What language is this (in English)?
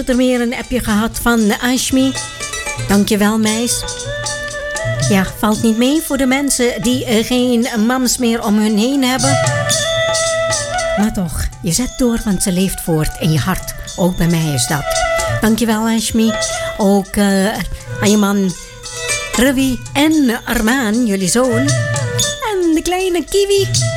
Dutch